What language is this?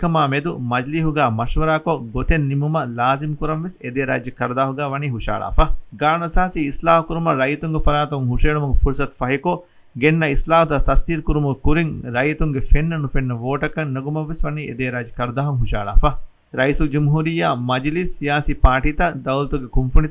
Divehi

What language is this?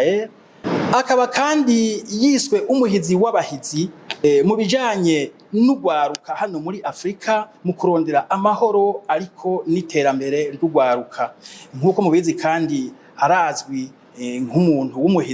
Rundi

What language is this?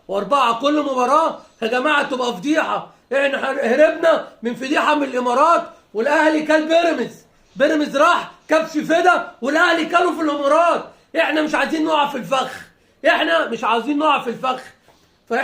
Egyptian Arabic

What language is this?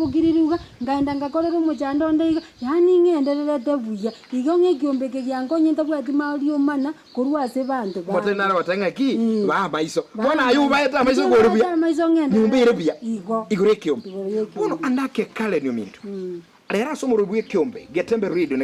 Gusii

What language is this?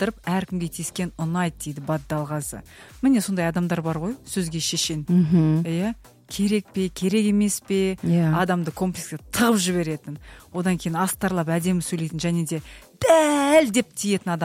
Kazakh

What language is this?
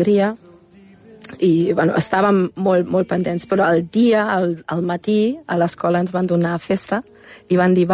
Catalan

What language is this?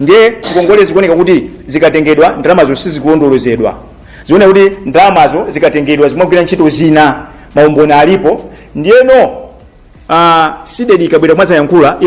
Nyanja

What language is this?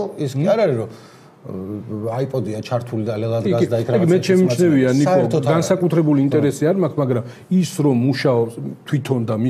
Georgian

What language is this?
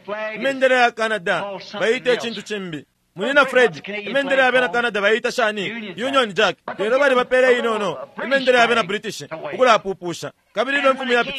Bemba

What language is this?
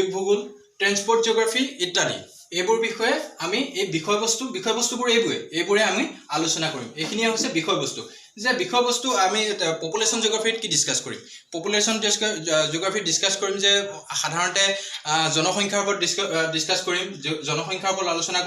Assamese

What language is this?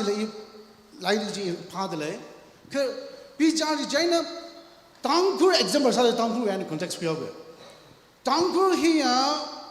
Tangkhul Naga (India)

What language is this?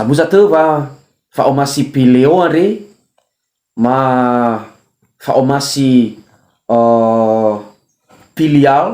Nias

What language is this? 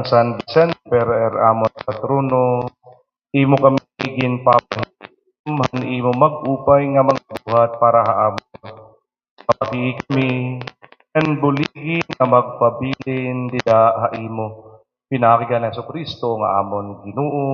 Waray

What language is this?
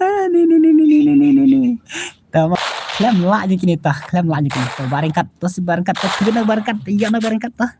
Khasi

